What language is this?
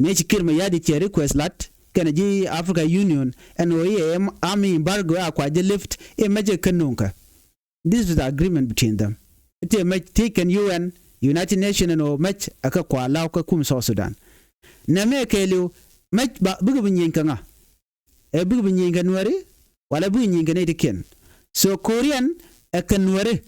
Nuer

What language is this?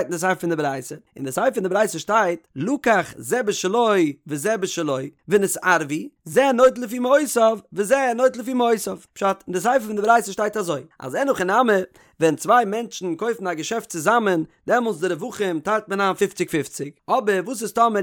Yiddish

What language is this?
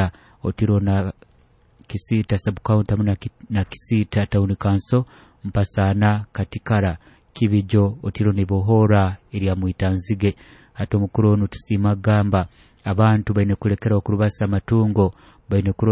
Nyoro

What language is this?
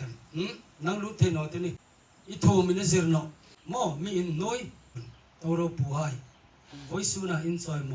Hmar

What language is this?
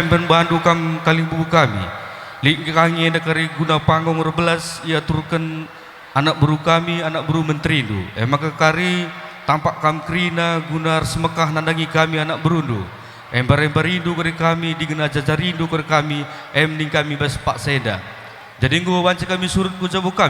Batak Karo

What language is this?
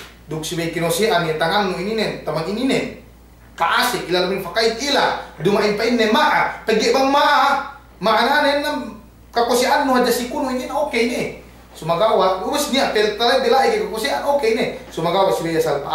Yakan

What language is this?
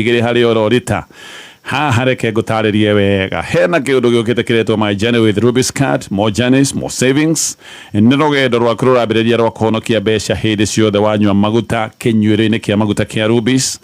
Kikuyu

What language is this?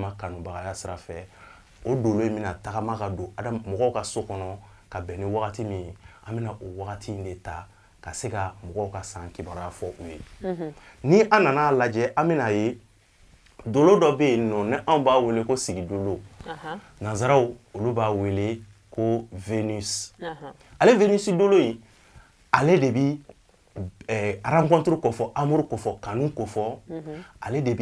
Bambara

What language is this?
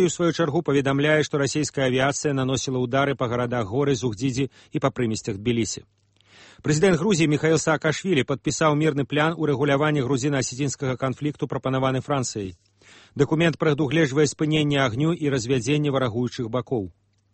Belarusian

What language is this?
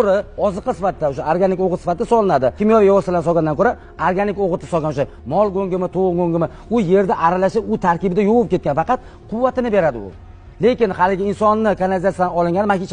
Uzbek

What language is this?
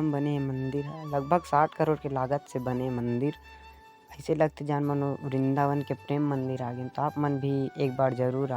Chhattisgarhi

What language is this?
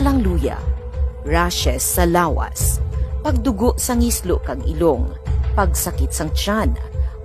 Hiligaynon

